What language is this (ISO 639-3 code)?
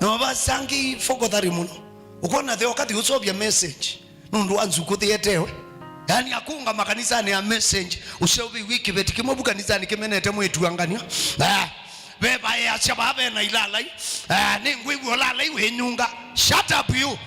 kam